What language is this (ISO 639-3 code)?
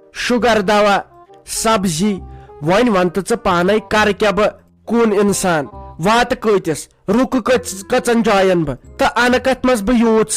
kas